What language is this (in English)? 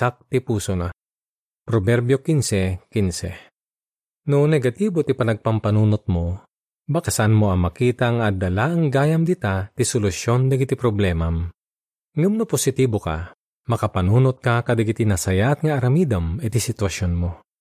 Iloko